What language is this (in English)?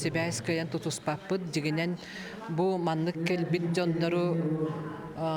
Yakut